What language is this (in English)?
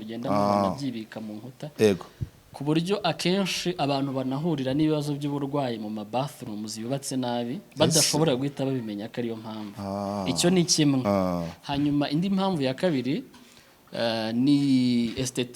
Kinyarwanda